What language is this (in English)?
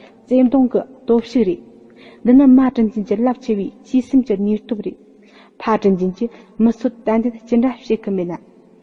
Tibetan